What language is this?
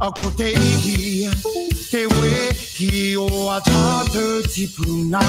Māori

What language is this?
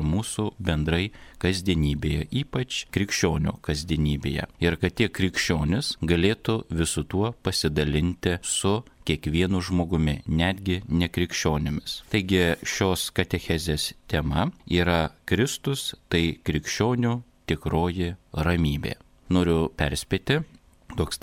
Lithuanian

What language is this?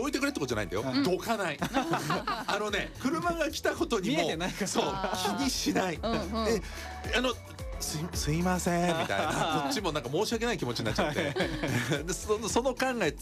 Japanese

